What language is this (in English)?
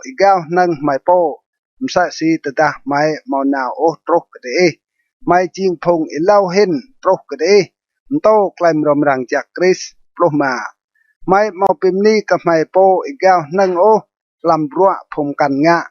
Rade